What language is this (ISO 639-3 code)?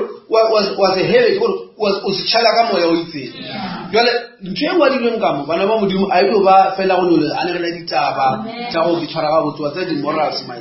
nso